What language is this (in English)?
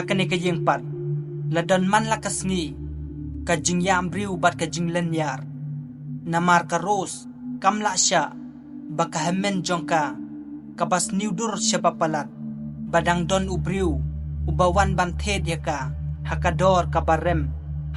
Khasi